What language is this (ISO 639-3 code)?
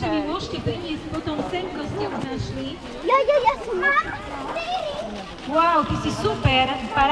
slk